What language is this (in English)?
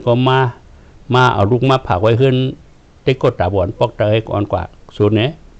Shan